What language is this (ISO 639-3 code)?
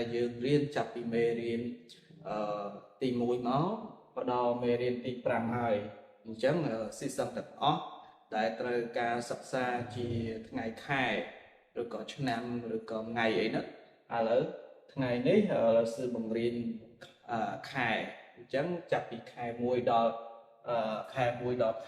khm